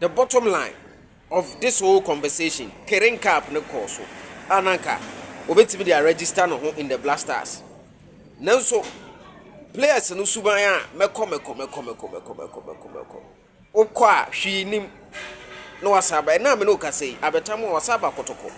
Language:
Akan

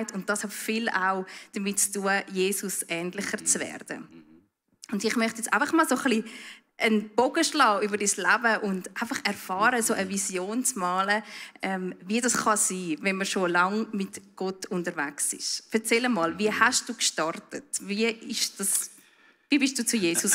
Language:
Swiss German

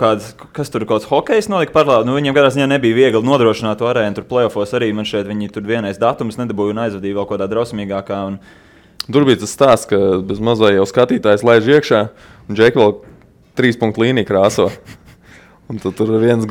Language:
Latvian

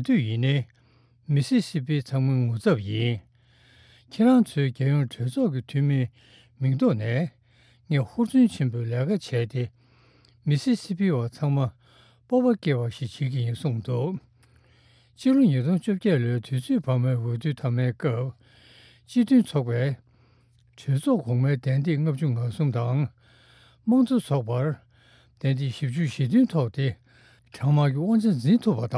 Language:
Tibetan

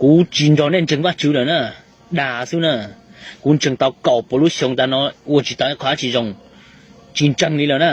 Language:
Hmong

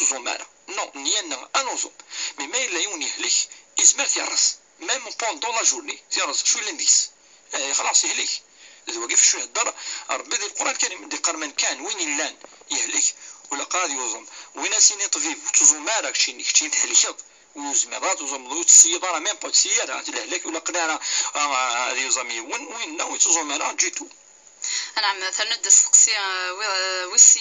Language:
Kabyle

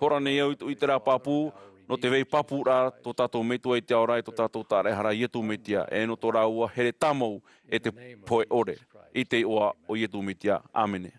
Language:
Tahitian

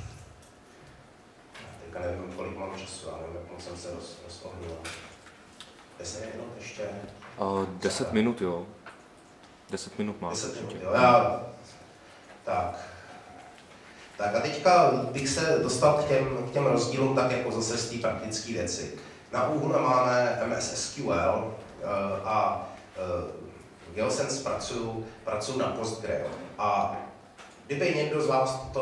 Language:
Czech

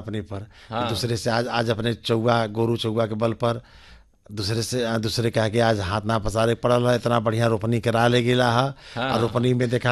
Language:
Bhojpuri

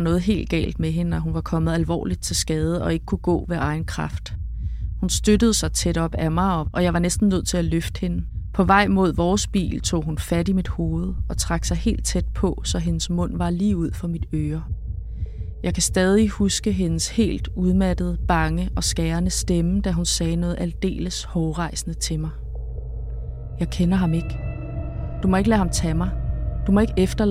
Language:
Danish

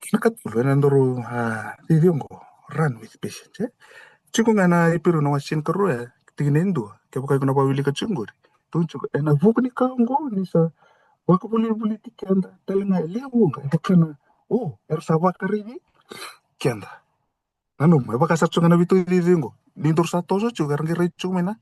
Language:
Fijian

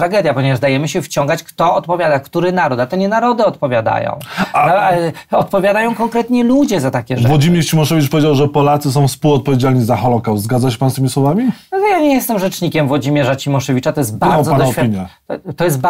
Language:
Polish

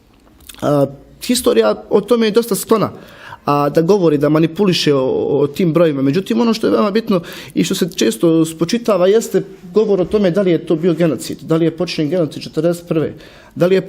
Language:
Bosnian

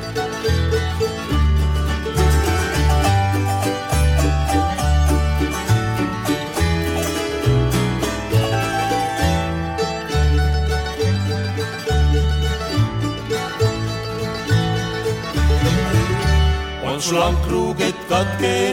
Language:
Estonian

